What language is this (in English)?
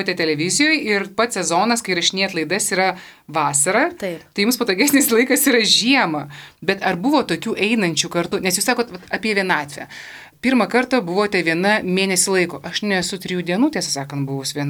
Lithuanian